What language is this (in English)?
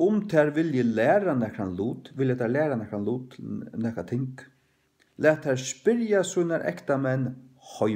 Faroese